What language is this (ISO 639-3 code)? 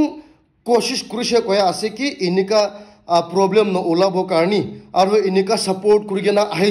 nag